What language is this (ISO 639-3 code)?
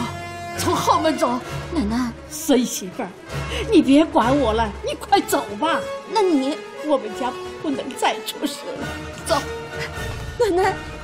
zho